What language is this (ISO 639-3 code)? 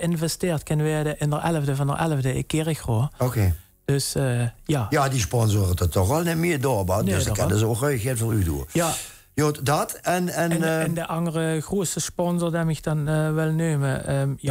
lim